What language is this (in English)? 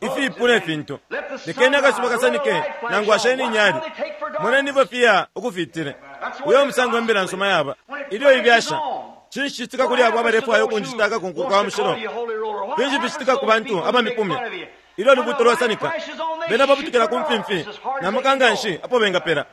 Bemba